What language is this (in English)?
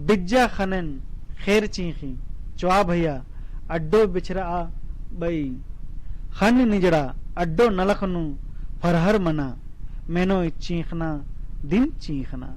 Kurukh